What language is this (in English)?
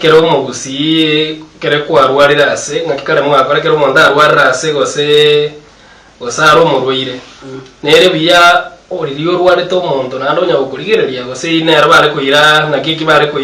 Gusii